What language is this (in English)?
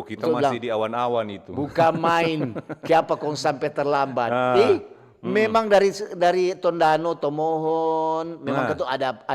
Manado Malay